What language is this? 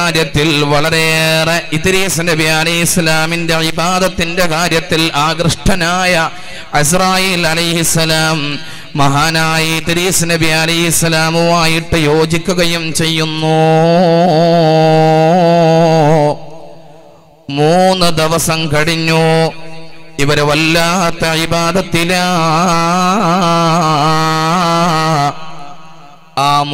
Malayalam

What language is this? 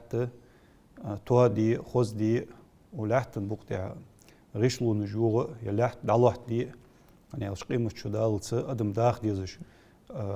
Ingush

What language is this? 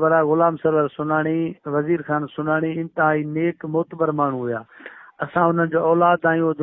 Sindhi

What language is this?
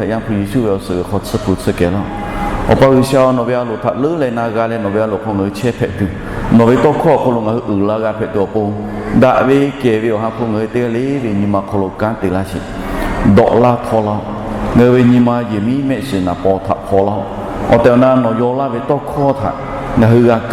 Lahu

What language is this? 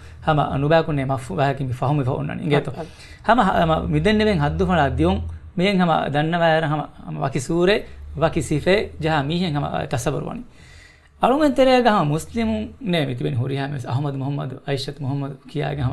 Divehi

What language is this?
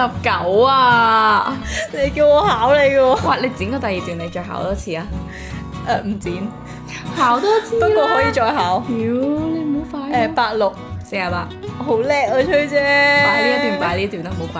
Cantonese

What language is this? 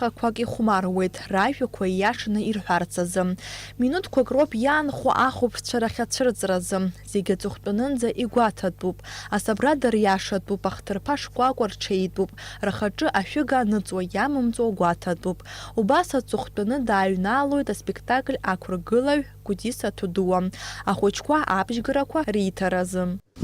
Abkhazian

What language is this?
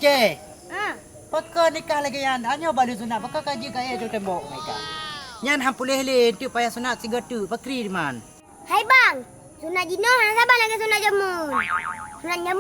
Achinese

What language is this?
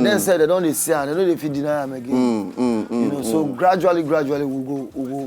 Nigerian Pidgin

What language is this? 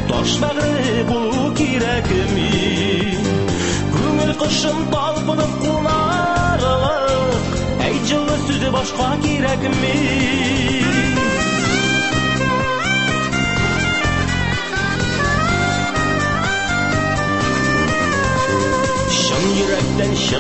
Tatar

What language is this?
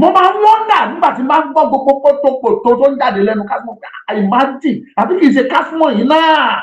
Yoruba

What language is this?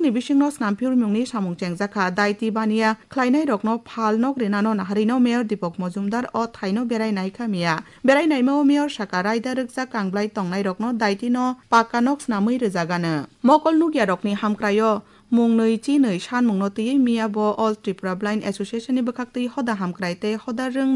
Kok Borok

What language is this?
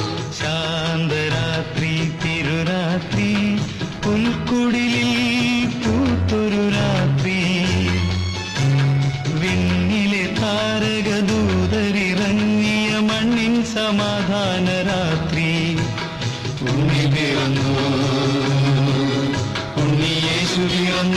Malayalam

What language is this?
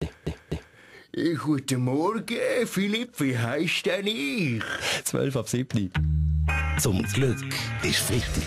Swiss German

